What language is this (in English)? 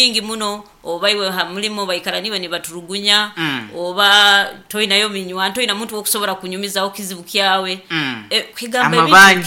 Nyoro